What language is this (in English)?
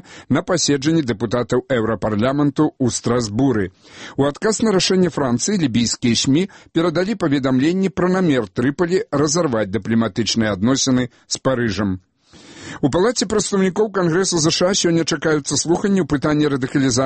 Belarusian